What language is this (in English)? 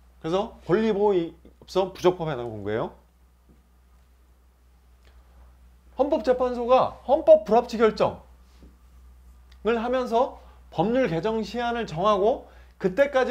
Korean